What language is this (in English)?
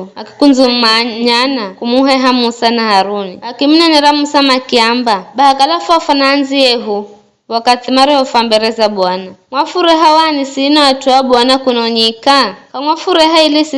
Giryama